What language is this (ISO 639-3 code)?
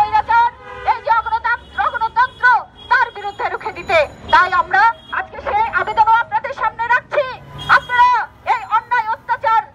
ben